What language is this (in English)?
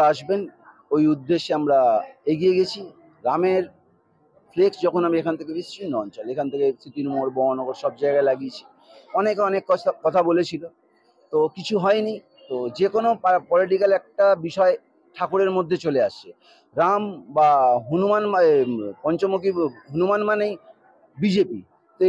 Bangla